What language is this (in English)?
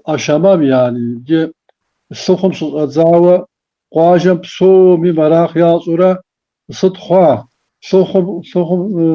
Kabardian